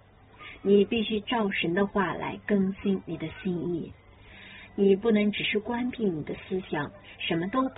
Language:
Chinese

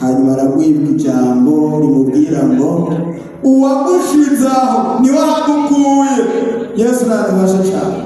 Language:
Rundi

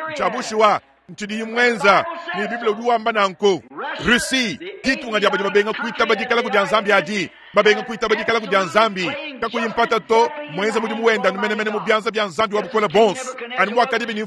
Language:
Luba-Lulua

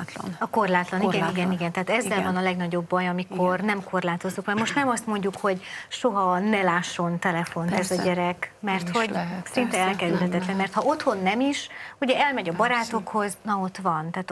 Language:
Hungarian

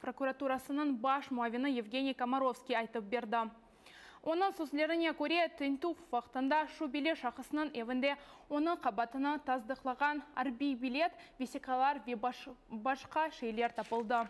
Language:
Crimean Tatar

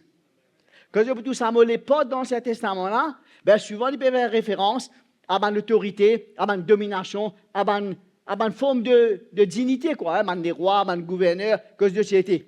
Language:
Morisyen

